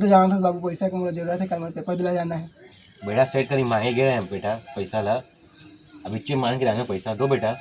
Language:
Chhattisgarhi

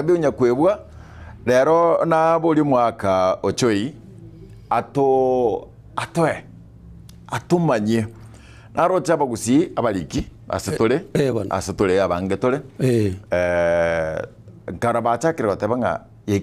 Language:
Gusii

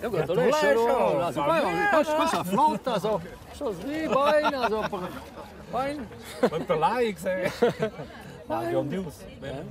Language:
Romansh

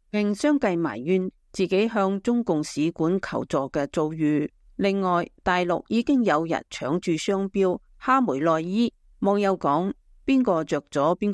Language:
Cantonese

